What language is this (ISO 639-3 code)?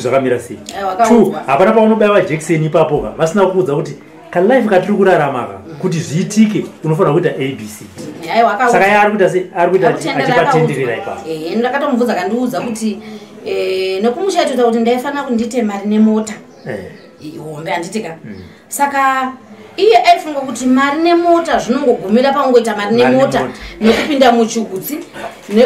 sna